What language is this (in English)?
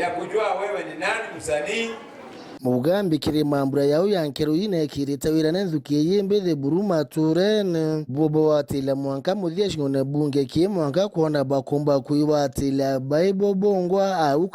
Meru